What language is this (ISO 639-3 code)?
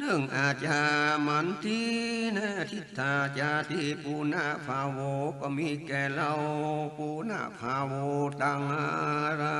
nod